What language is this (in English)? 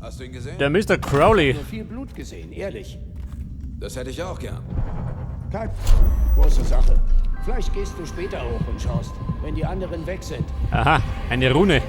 Bavarian